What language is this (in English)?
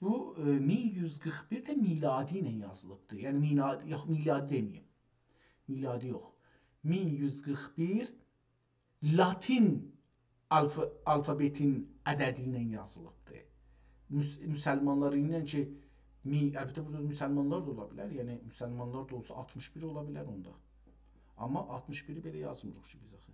South Azerbaijani